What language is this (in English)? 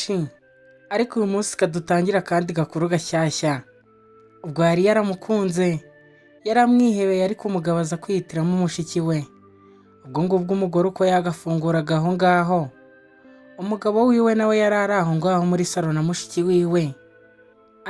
Kinyarwanda